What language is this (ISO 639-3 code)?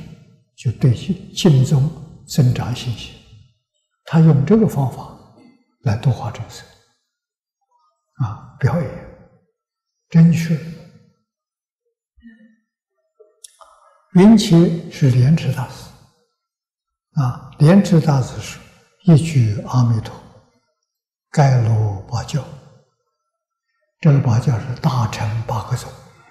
zho